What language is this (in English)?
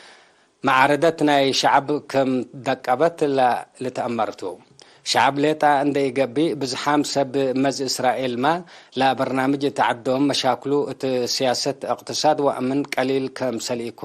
Tigre